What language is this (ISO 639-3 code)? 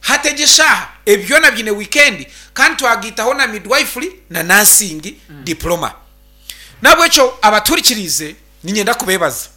nyn